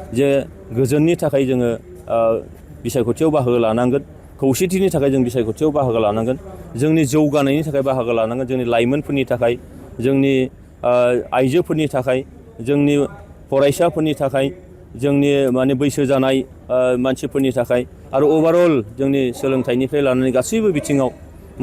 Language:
Bodo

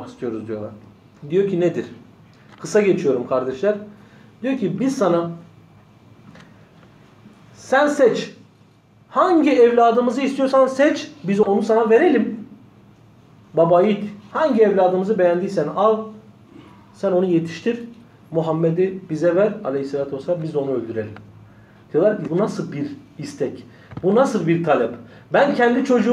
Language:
Turkish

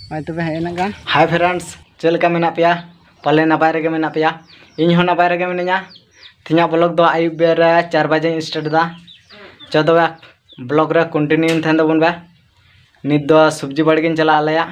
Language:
Santali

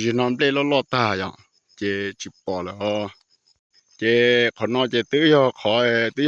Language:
Hmong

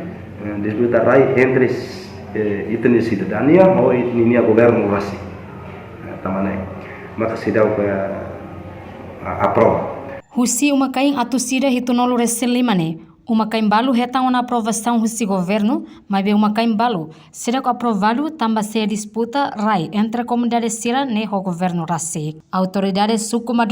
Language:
Tetum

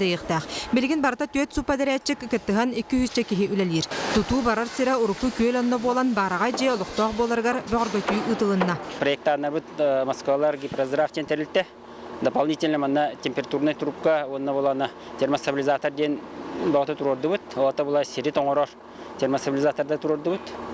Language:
Yakut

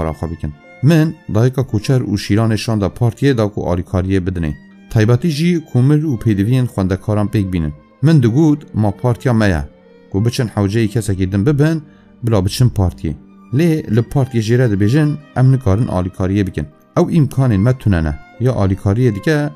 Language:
Kurdish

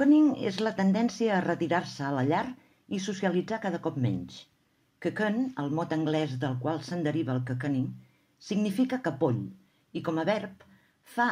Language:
Catalan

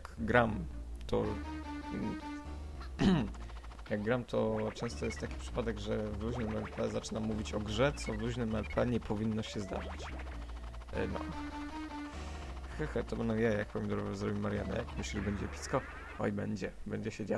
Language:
Polish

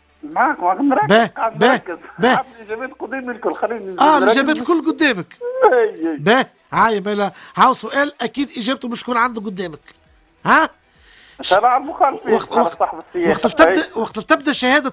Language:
Tunisian Arabic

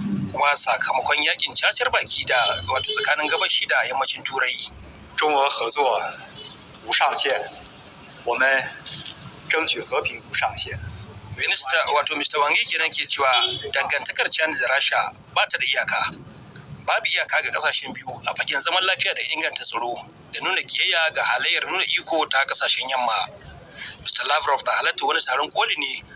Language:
Hausa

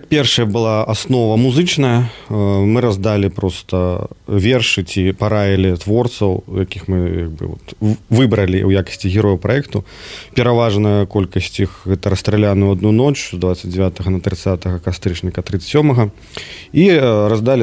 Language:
Belarusian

